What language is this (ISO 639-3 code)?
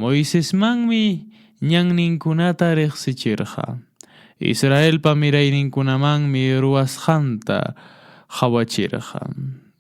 que